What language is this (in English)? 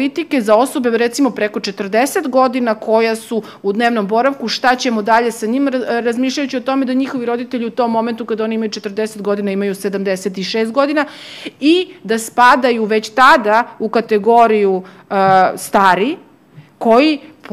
Serbian